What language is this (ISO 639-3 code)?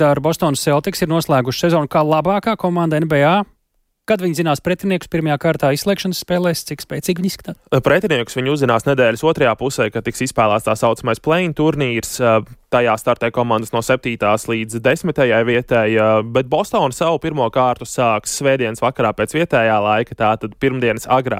lav